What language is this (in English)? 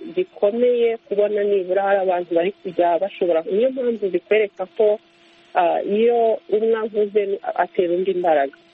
Kinyarwanda